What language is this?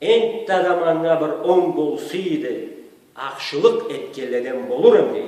Karachay-Balkar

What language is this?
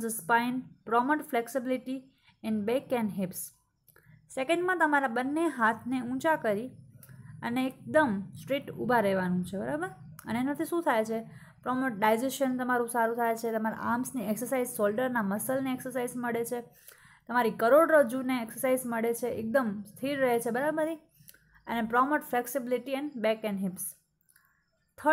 Gujarati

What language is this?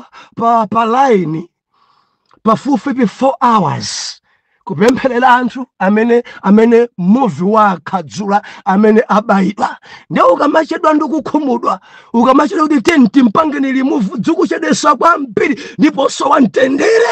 Nyanja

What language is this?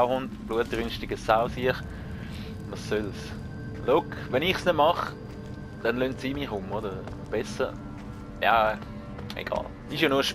Swiss German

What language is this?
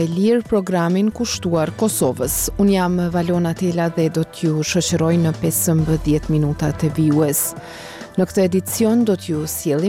Albanian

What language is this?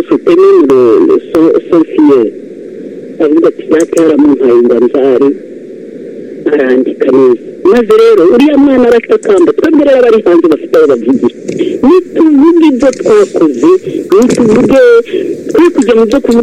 Kinyarwanda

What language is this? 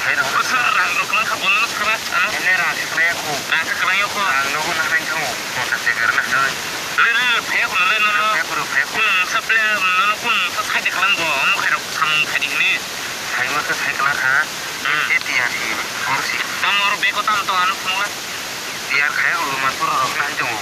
Kok Borok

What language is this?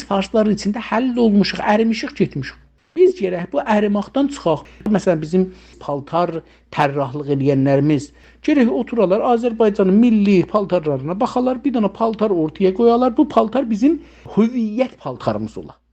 South Azerbaijani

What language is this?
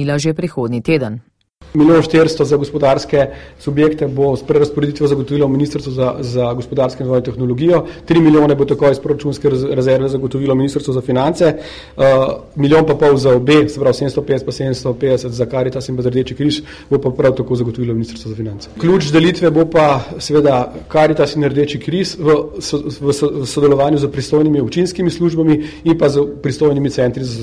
Slovenian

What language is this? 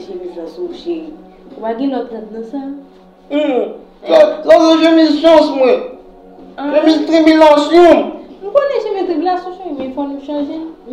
Haitian Creole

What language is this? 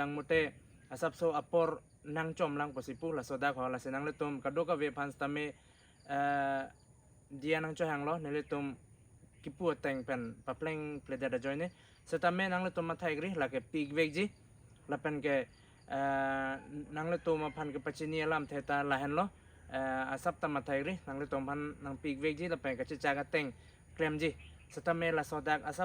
Karbi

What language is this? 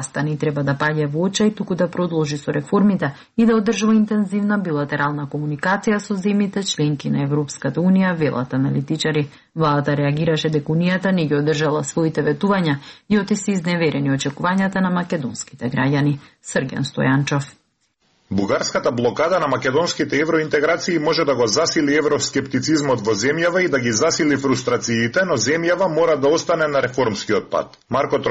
Macedonian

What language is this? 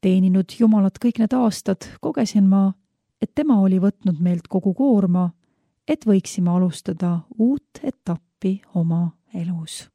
Estonian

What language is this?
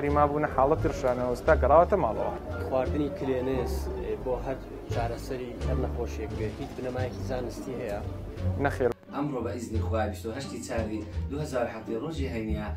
Kurdish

